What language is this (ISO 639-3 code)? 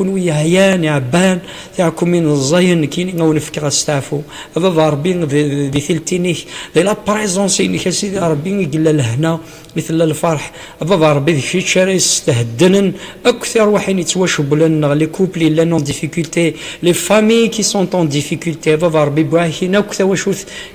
kab